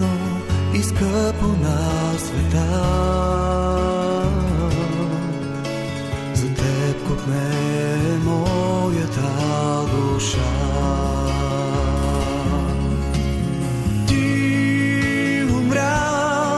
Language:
Bulgarian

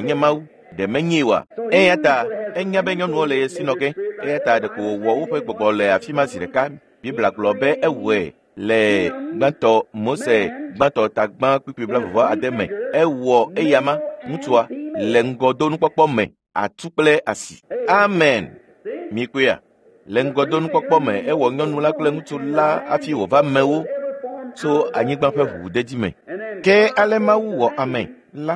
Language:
Ewe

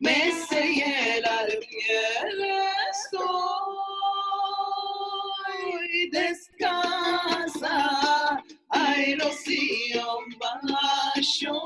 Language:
Ladino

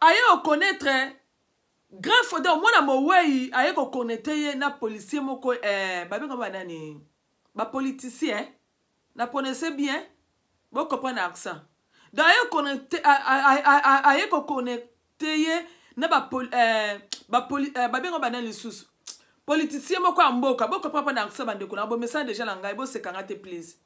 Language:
Lingala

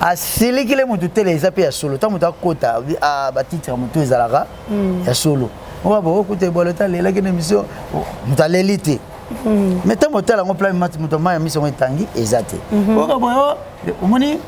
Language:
Lingala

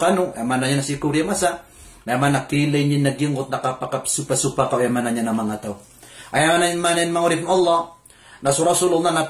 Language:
Maranao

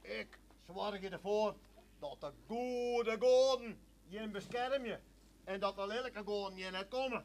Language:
Western Frisian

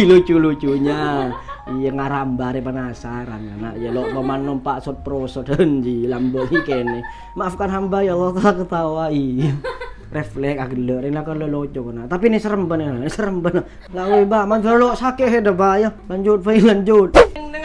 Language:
Madurese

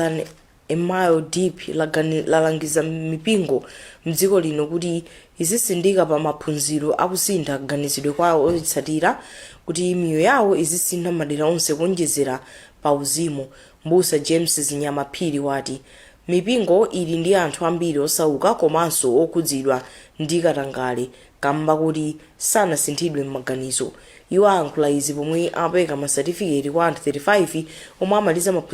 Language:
Nyanja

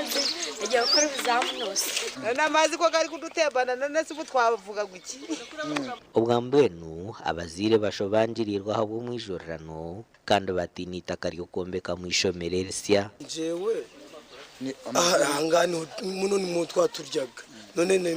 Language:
Nyankole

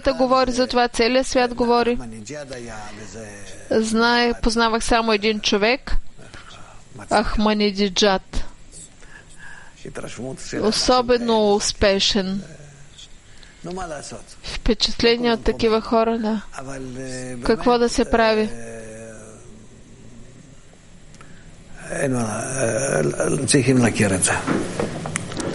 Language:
Bulgarian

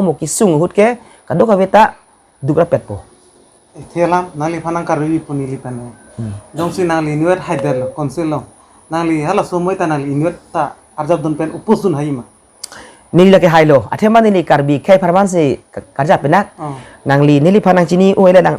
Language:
Karbi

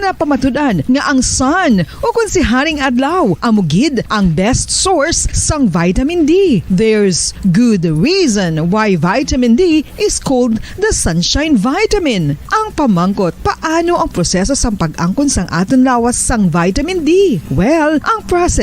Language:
Hiligaynon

